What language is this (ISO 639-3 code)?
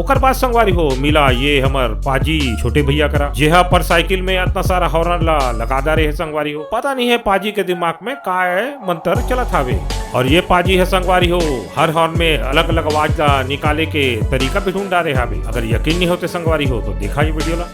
hne